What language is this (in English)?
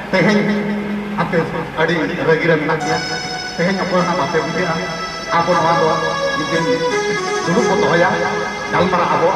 Santali